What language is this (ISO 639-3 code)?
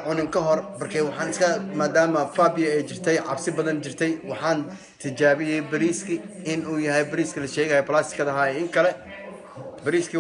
som